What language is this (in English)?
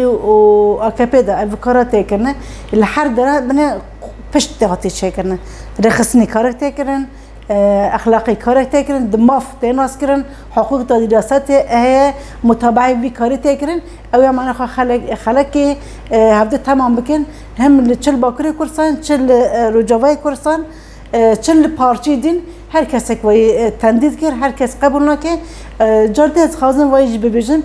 Kurdish